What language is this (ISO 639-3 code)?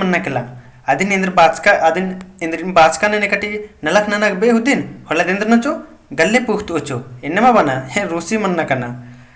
kru